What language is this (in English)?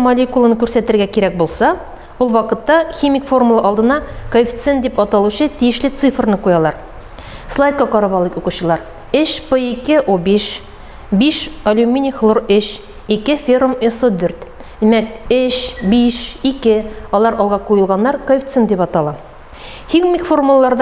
Tatar